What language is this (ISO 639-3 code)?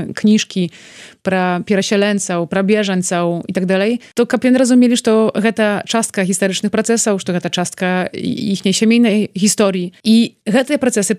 bel